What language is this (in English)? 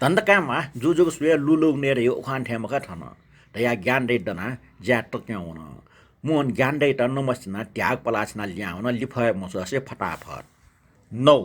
Newari